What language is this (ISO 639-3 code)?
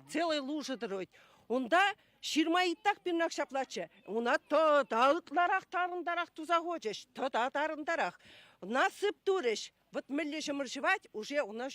chv